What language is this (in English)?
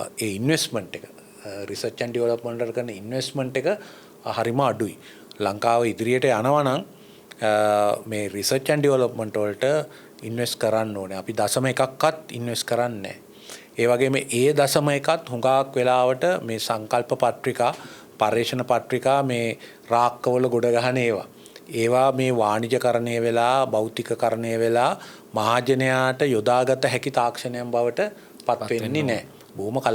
Sinhala